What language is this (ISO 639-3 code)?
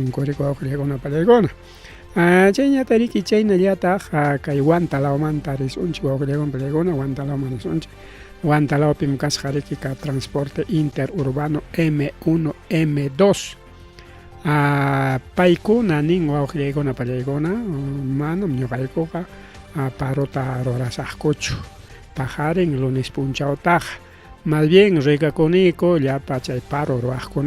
quy